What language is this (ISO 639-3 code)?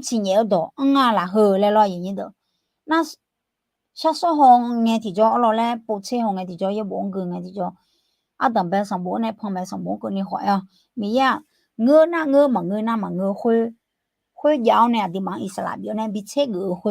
ahk